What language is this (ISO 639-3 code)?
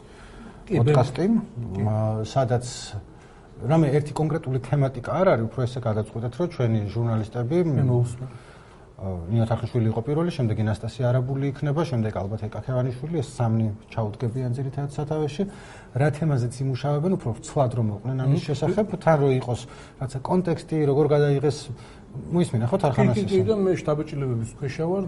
kat